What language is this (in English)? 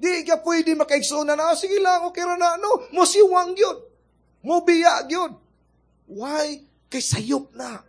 Cebuano